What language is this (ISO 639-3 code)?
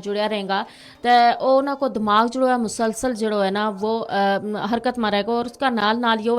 gju